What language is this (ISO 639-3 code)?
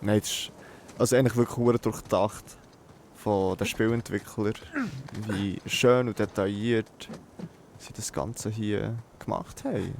gsw